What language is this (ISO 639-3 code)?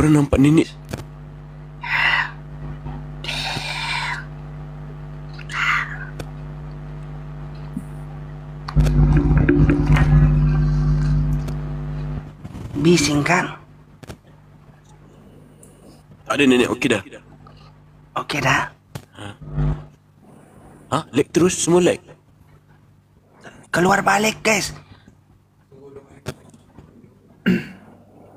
msa